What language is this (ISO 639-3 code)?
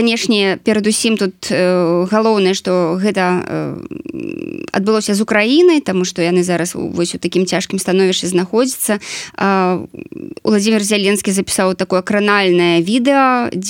bel